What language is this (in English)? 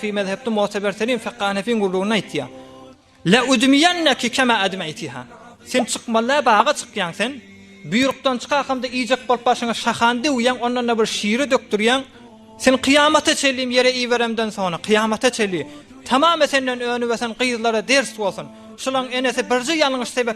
Turkmen